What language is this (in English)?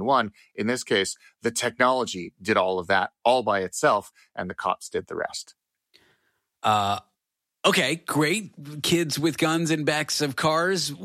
English